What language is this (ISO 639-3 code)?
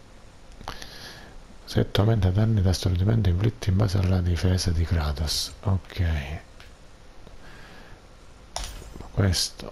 ita